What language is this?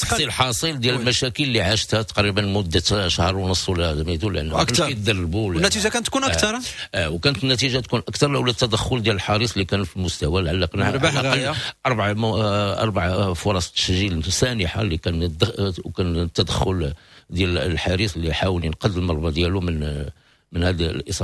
Moroccan Arabic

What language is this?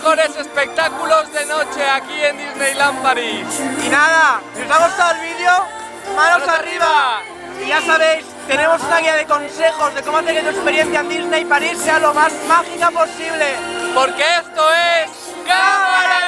Spanish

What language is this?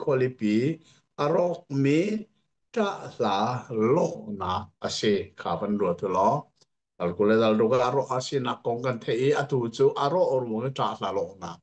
Hakha Chin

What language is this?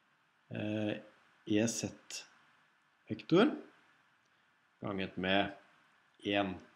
Norwegian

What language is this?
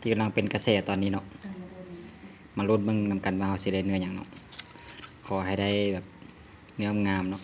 Lao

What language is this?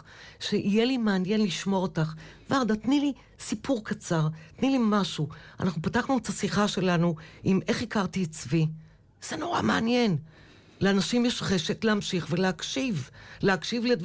Hebrew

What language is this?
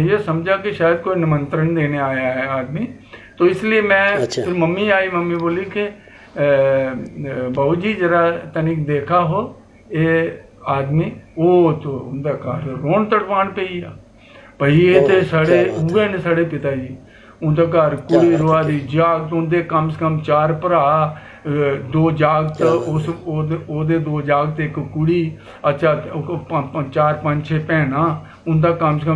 Dogri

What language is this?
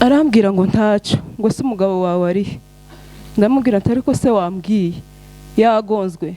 Kinyarwanda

